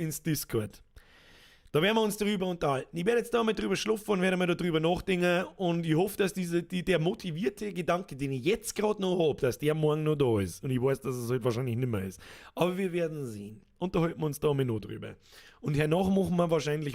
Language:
Bavarian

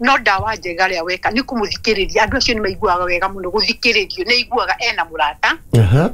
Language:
Kikuyu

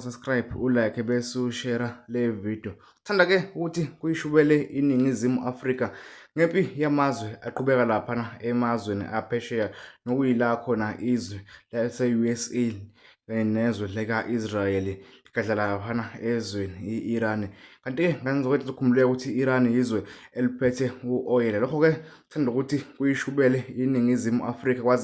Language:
Zulu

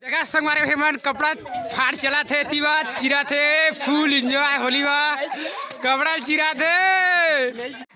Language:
Chhattisgarhi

